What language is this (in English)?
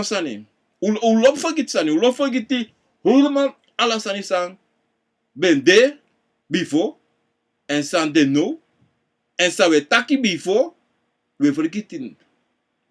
Sranan Tongo